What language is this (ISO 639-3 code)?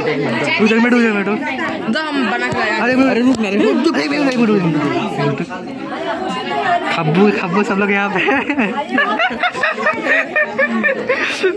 hin